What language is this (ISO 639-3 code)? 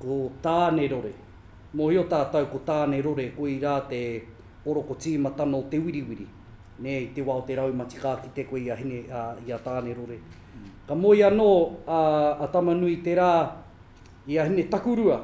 mri